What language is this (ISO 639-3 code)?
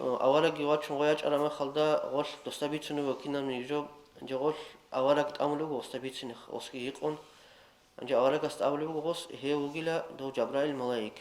ava